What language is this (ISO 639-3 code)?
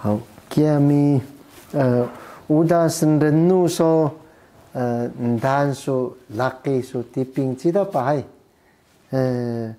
trv